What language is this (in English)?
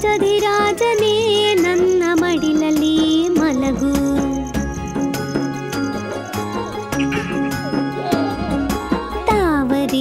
Kannada